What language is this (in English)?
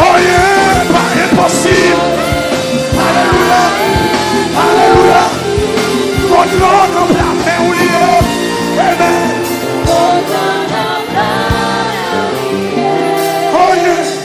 Haitian Creole